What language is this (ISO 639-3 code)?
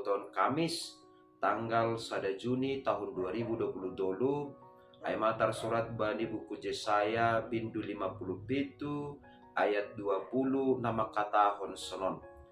bts